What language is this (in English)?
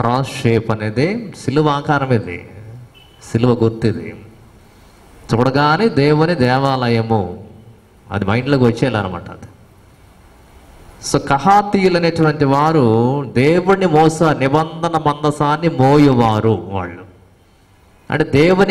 Telugu